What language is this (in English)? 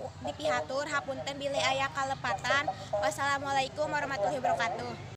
Sundanese